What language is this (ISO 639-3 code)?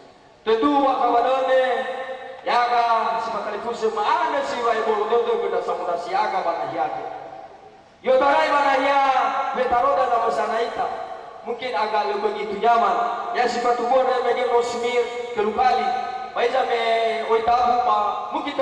nia